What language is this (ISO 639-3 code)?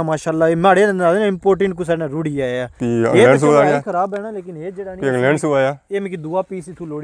phr